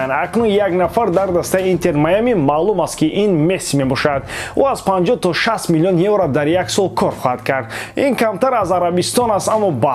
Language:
Tajik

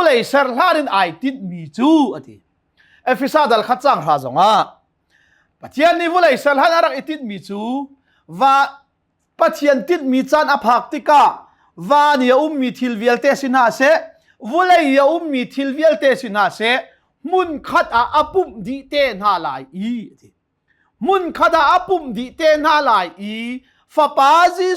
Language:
Hakha Chin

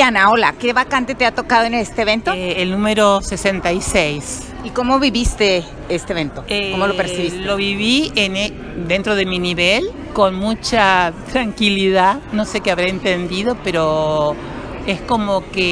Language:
Spanish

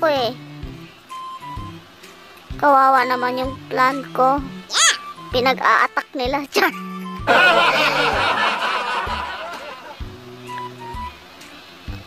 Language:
Filipino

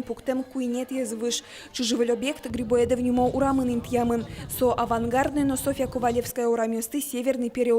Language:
Udmurt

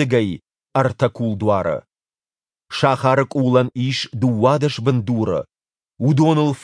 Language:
Ossetic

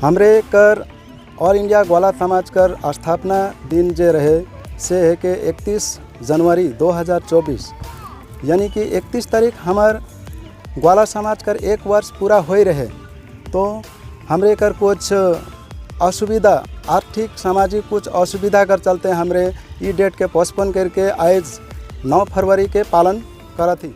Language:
Sadri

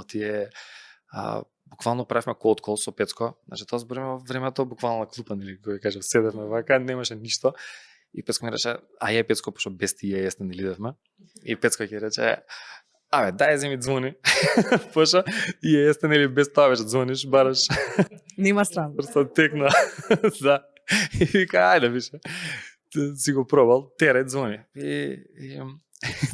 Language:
Macedonian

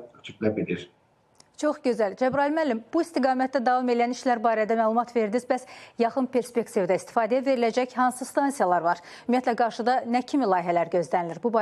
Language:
Azerbaijani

